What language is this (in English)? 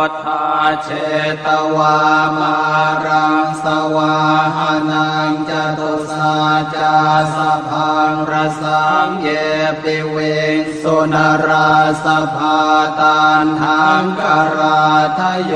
Pali